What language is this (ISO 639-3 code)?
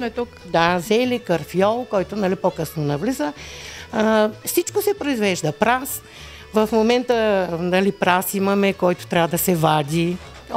bul